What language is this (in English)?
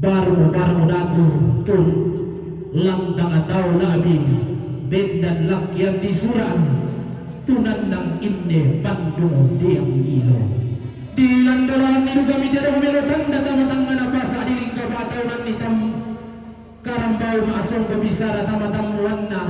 Toraja-Sa'dan